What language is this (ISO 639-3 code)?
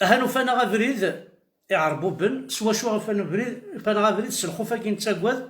kab